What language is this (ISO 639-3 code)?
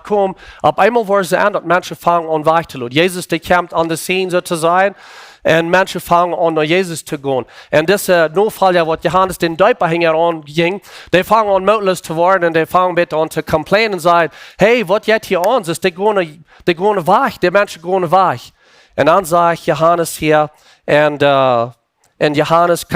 pdt